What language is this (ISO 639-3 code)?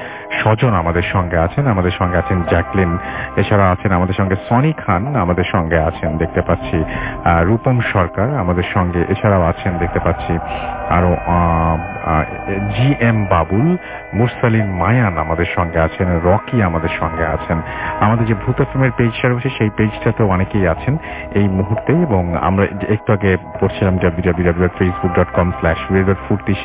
ben